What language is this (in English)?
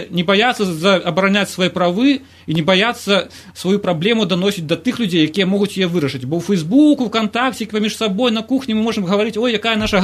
Belarusian